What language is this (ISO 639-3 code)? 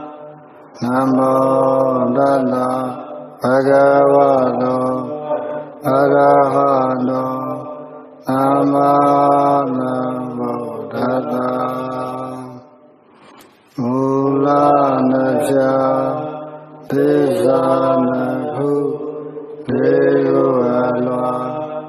mya